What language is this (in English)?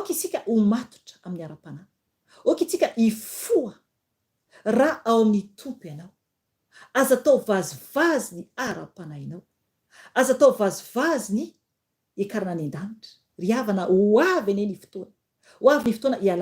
Malagasy